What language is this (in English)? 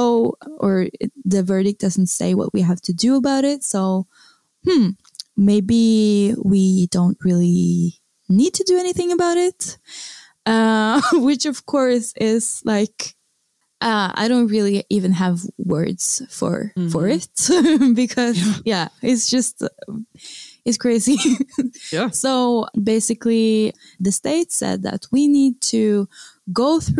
English